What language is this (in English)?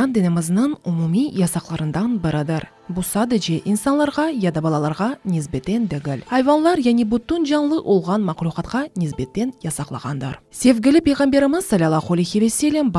Crimean Tatar